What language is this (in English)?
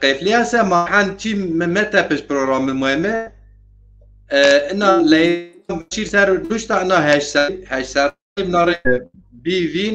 Zaza